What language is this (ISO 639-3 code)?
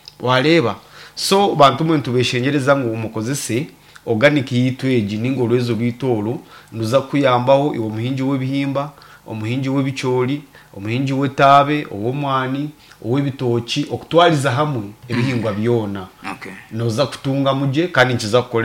nyn